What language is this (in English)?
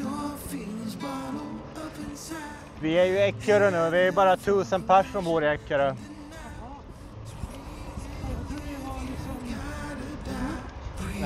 Swedish